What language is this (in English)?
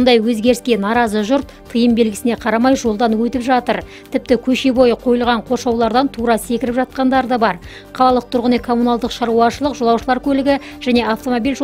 Kazakh